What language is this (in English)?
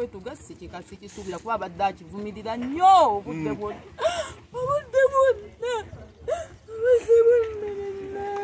Ganda